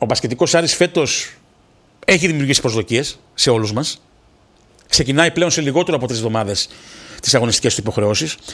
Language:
Greek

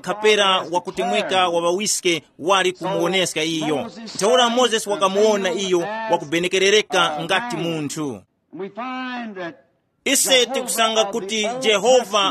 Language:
Tumbuka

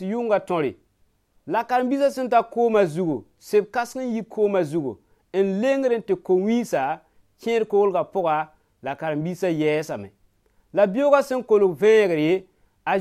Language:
Mossi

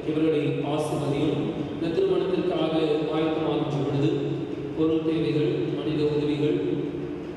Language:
Tamil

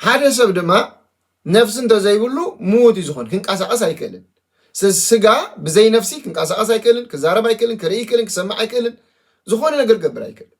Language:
Tigrinya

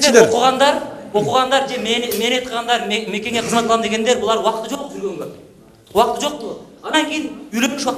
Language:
Kyrgyz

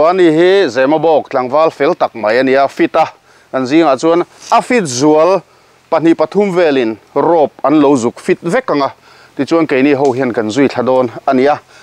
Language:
Mizo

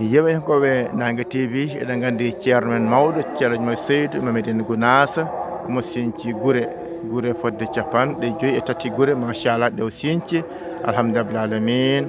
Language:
Fula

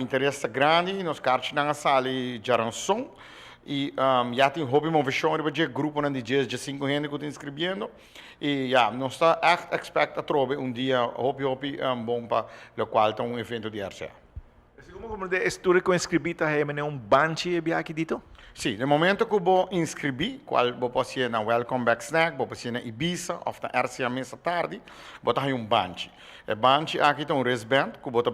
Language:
Papiamento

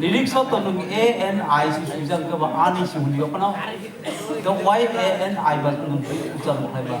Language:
Kok Borok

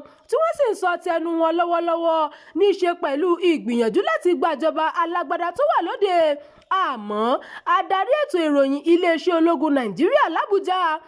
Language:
Yoruba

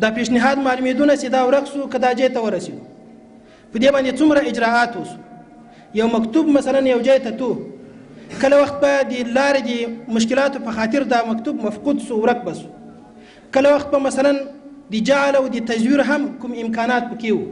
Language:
Pashto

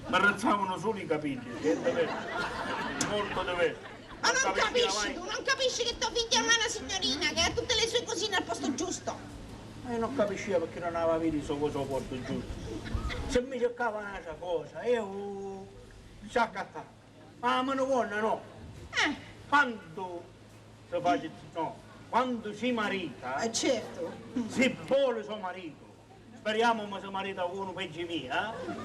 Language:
Sicilian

